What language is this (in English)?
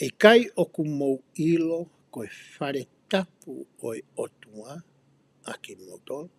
Tongan